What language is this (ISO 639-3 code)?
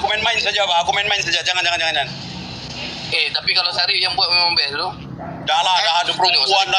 msa